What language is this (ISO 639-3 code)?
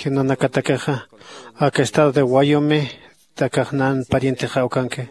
aym